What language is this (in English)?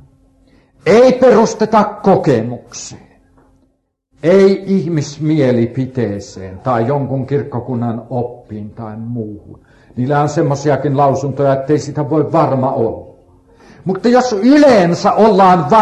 Finnish